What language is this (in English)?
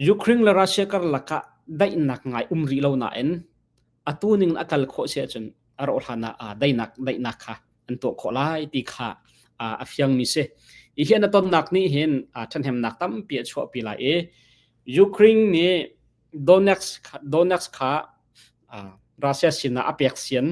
Hakha Chin